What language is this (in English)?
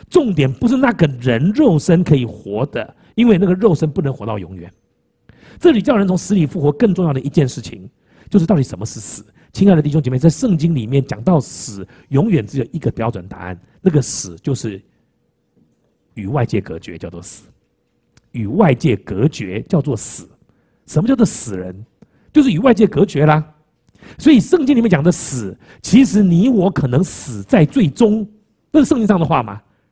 Chinese